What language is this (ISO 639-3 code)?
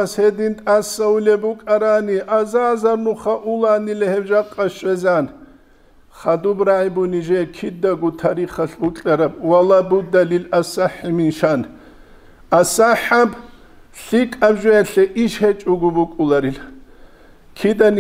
ava